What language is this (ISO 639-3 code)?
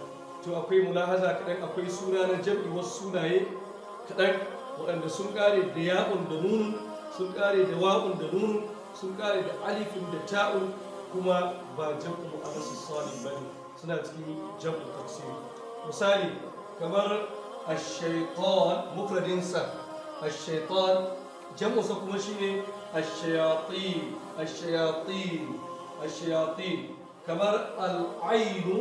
hau